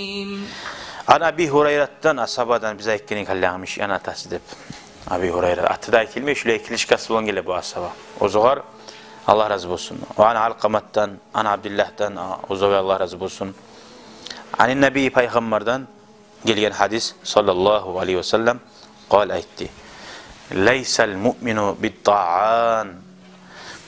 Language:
Kumyk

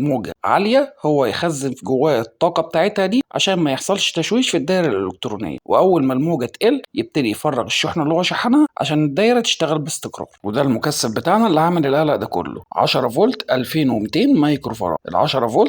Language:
Egyptian Arabic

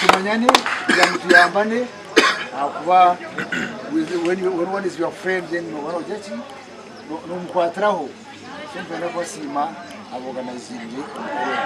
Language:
Nyankole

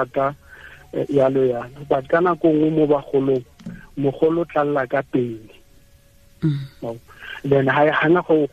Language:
Tswana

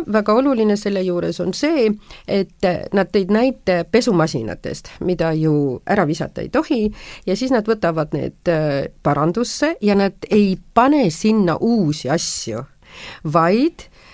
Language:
Estonian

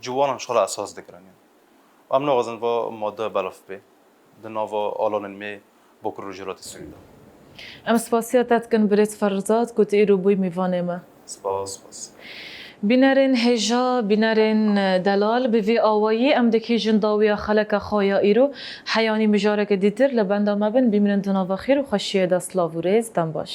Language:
Kurdish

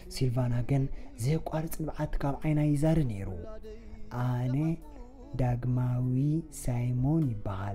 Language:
Tigrinya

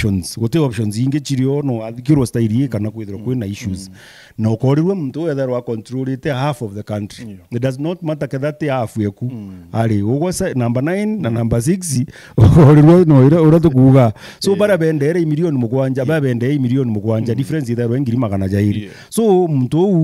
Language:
Meru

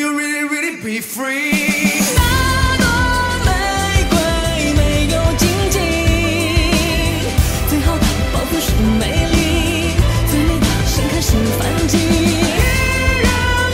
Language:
Chinese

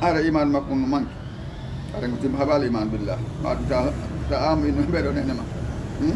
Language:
Fula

